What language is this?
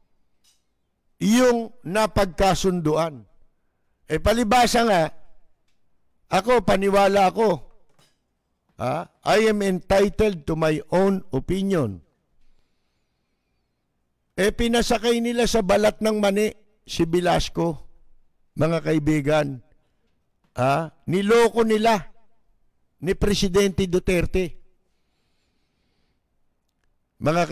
Filipino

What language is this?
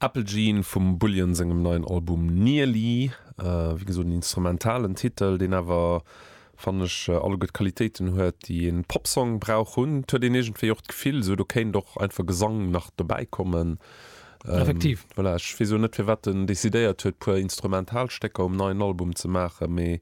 Luxembourgish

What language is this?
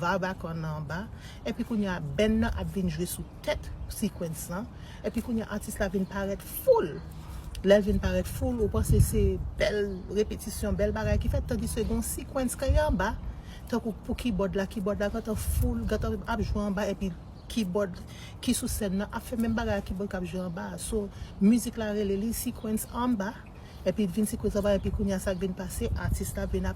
Haitian Creole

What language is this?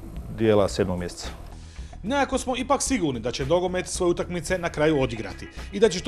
Croatian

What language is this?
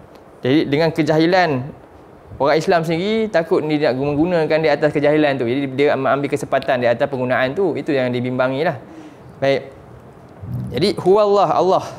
Malay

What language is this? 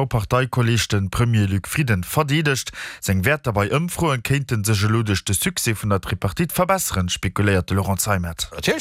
Luxembourgish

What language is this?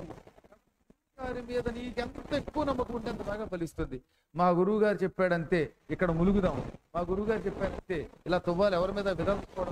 Telugu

